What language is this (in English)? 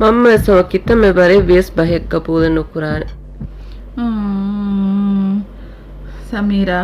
Divehi